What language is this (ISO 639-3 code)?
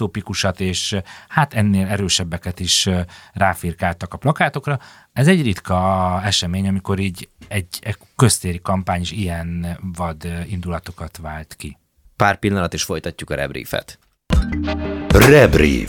hun